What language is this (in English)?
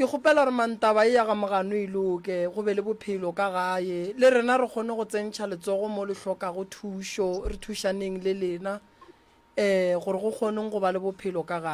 Northern Sotho